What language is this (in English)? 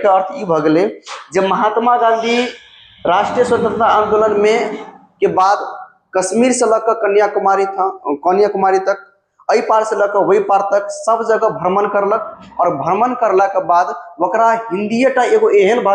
Maithili